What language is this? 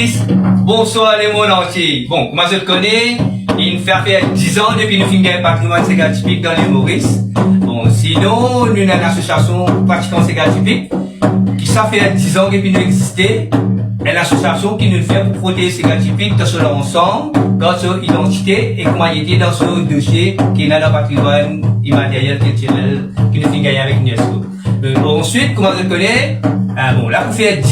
Morisyen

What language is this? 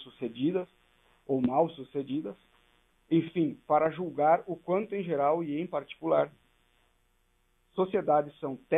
Portuguese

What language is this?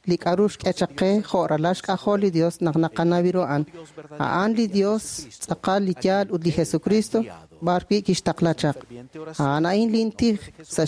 Kekchí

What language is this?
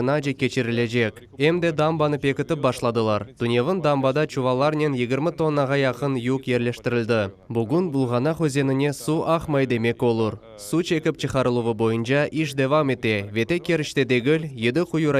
Crimean Tatar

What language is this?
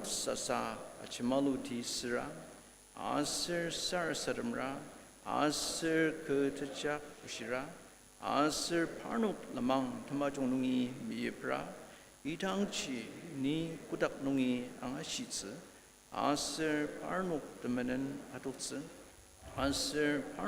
Ao Naga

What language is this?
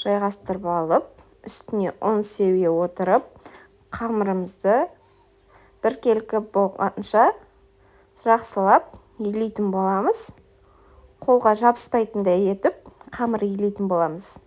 Kazakh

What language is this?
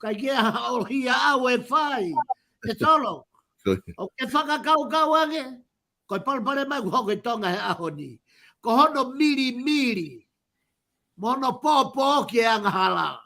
Tongan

